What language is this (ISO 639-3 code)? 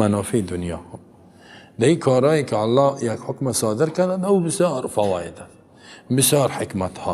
fas